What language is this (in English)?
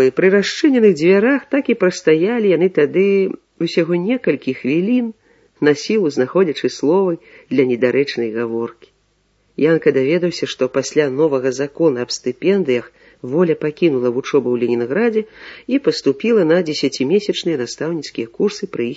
Belarusian